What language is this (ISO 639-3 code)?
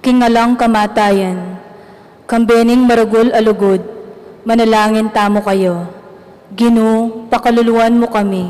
pam